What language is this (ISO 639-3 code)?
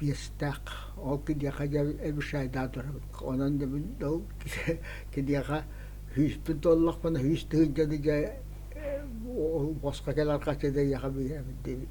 sah